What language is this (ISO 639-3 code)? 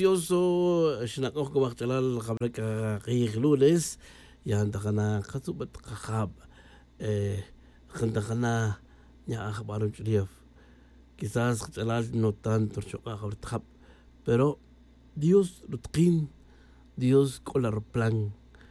tzj